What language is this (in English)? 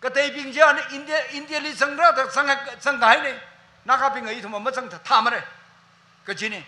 Tangkhul Naga (India)